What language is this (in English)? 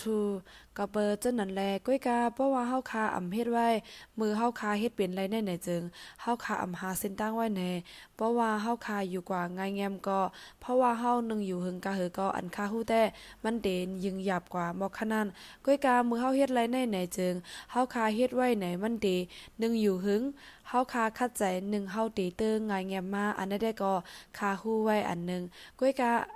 Shan